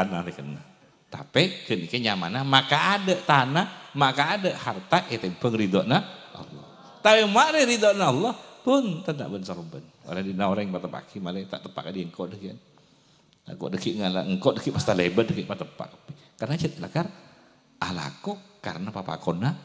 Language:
Madurese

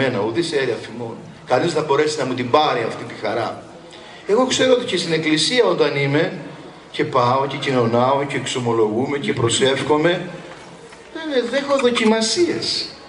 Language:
Greek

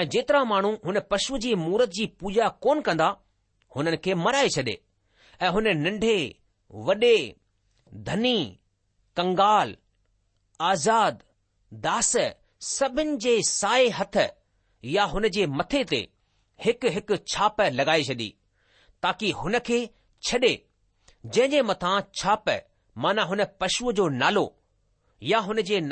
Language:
Sindhi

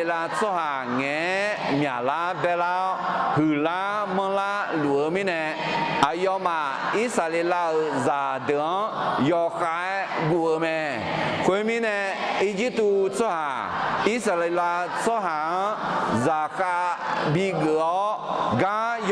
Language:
Akha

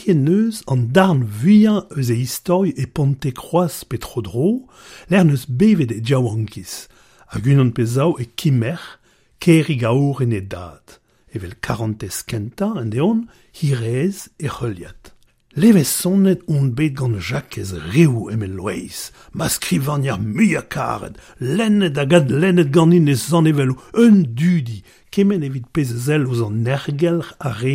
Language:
Breton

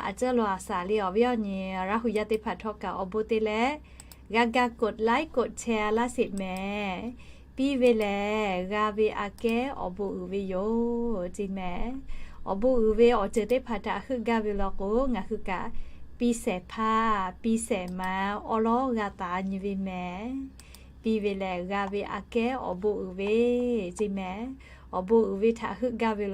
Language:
Lahu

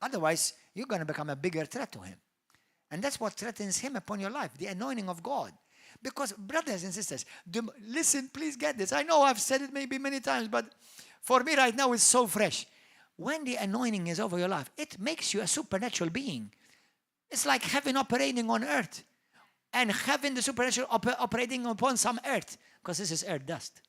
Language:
English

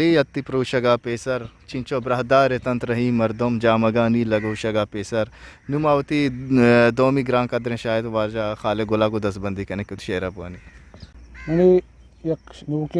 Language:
Eastern Balochi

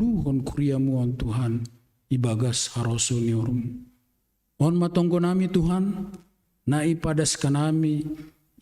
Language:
Batak Simalungun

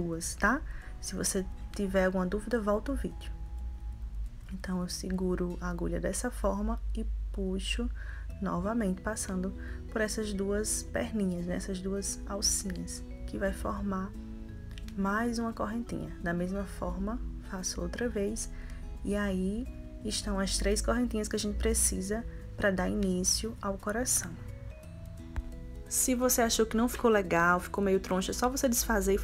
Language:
Portuguese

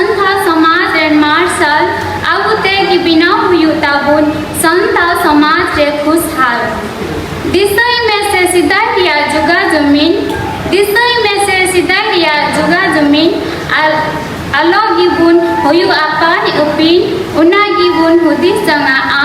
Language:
Santali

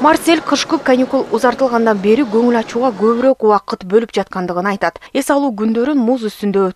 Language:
Kyrgyz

